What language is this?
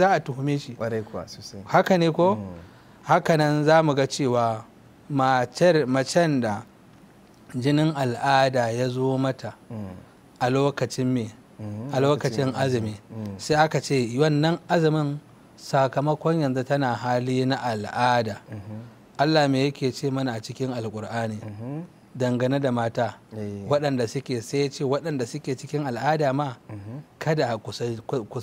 Hausa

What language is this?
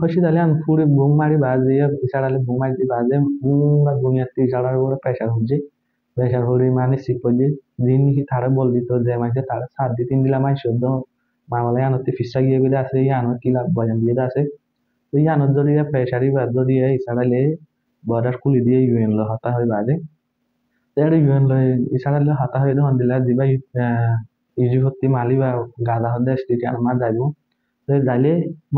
Rohingya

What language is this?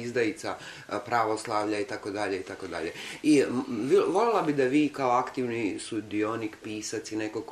Serbian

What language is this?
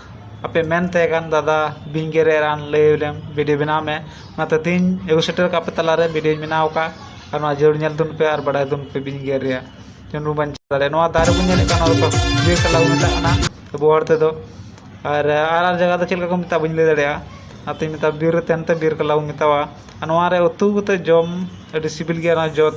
Santali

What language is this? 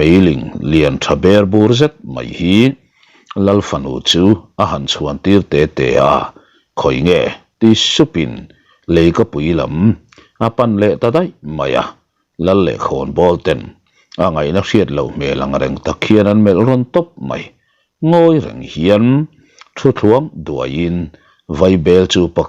Mizo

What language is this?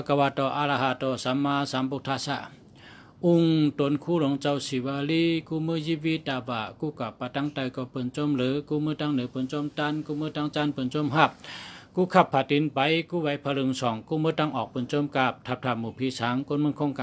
Shan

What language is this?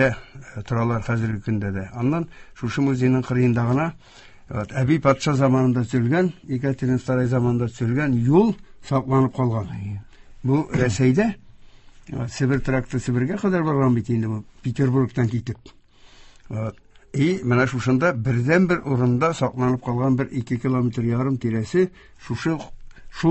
Tatar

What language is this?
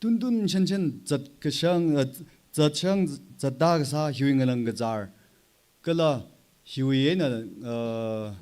Tangkhul Naga (India)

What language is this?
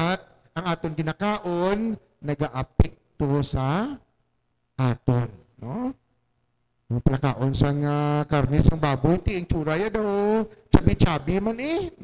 Hiligaynon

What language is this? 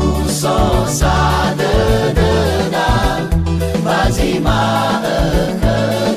Nias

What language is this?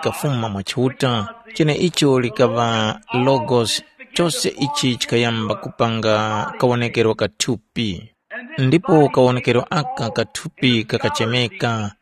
Tumbuka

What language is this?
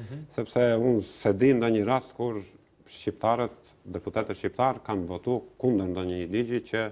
Albanian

